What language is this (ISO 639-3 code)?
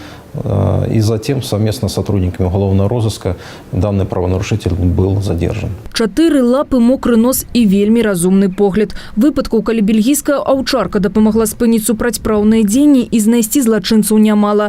bel